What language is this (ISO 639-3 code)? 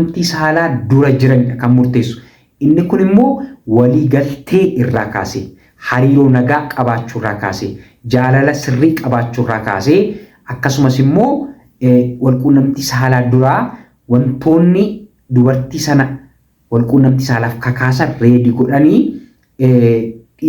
orm